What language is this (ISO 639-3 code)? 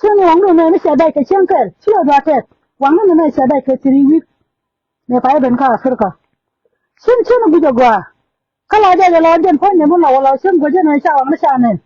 nus